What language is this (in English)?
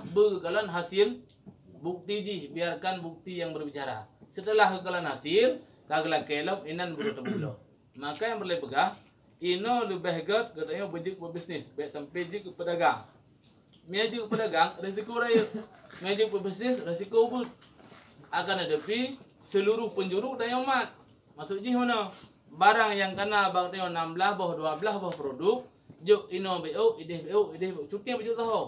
Achinese